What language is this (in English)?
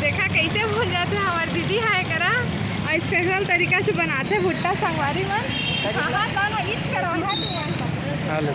Chhattisgarhi